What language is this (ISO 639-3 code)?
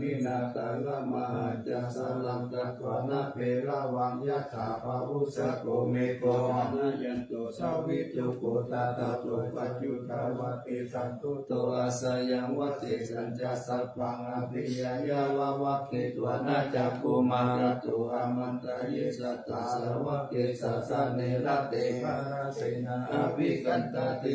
pli